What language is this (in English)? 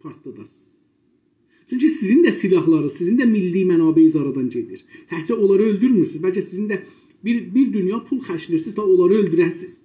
South Azerbaijani